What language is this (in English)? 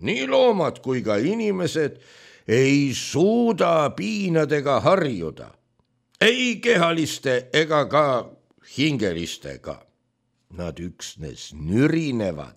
Estonian